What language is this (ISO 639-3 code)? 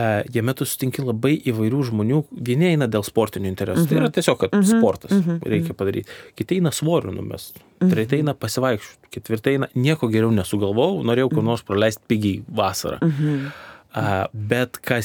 lit